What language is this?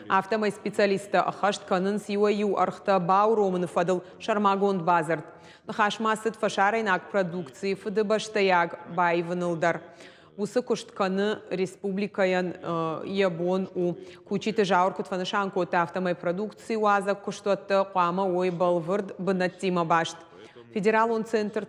Ossetic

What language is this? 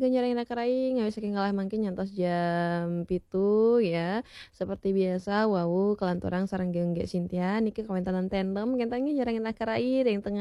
Balinese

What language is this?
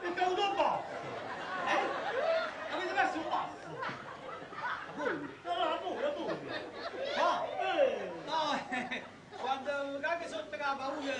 Neapolitan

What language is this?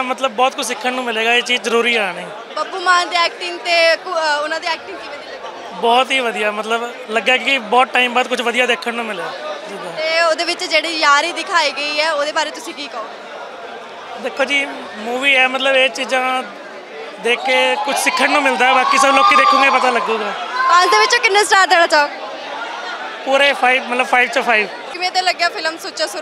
Punjabi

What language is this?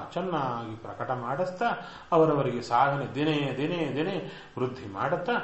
Kannada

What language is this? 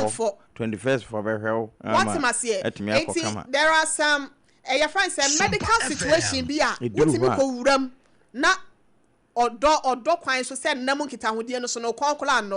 Akan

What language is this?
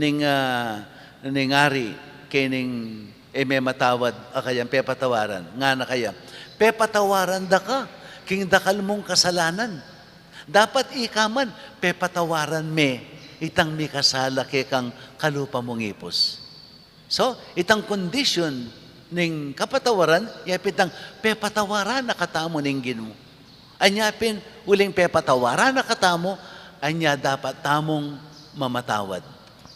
Pampanga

